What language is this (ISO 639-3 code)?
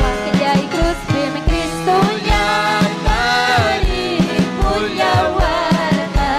quy